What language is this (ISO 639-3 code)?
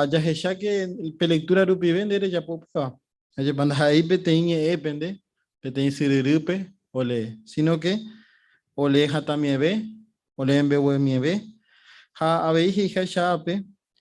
grn